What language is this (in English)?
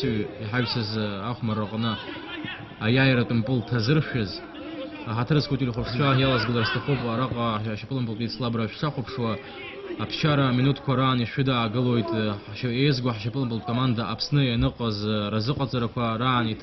Abkhazian